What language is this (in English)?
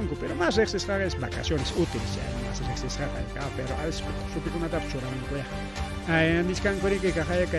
Ayacucho Quechua